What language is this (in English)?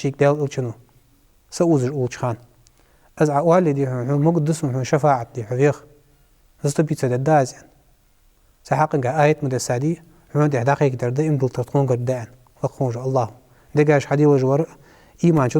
Ingush